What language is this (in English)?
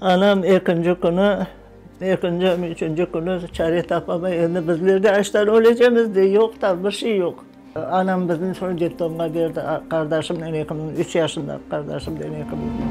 Crimean Tatar